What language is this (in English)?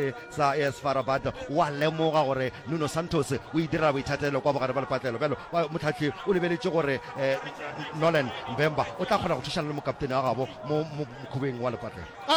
Northern Sotho